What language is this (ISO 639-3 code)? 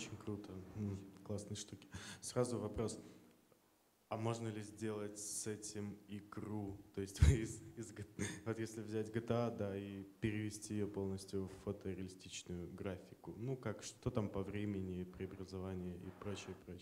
rus